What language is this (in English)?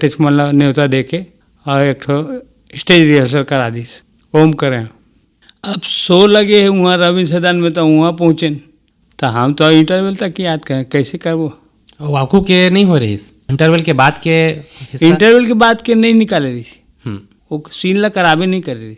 Chhattisgarhi